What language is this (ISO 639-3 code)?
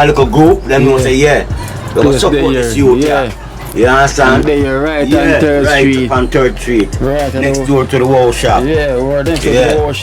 jam